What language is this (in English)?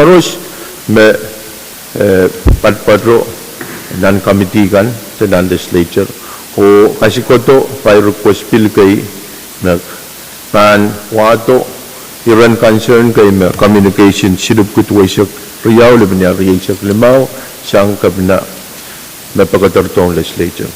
Pohnpeian